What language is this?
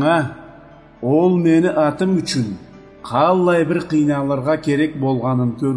Karachay-Balkar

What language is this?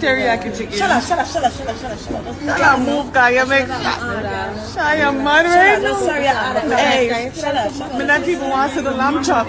Jamaican Creole English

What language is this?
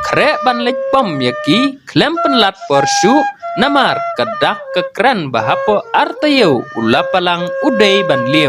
Khasi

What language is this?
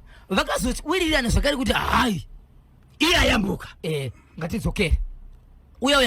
Shona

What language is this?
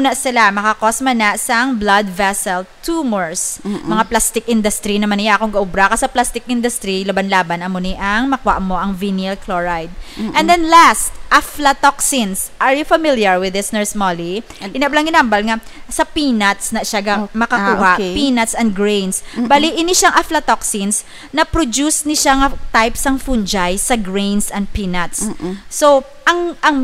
Hiligaynon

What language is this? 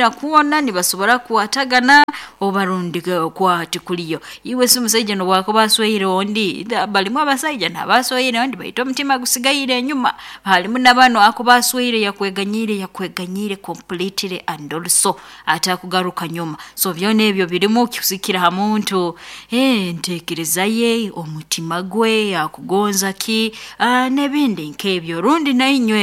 Nyankole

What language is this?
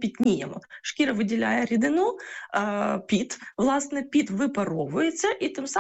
Ukrainian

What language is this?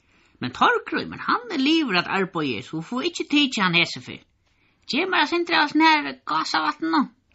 Faroese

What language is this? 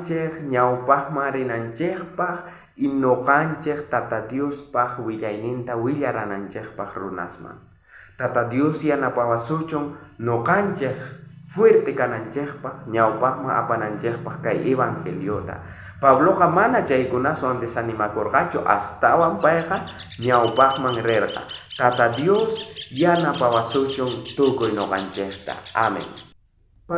South Bolivian Quechua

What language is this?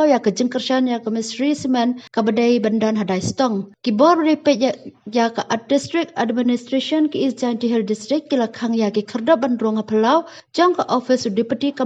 Khasi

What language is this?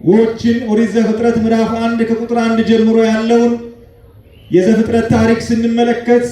Amharic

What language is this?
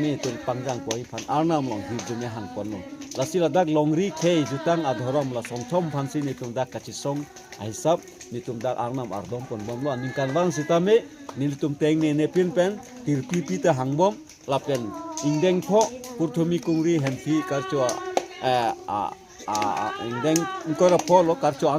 Karbi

